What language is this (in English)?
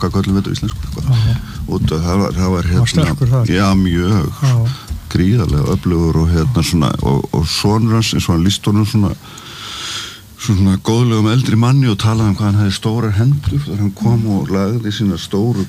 Icelandic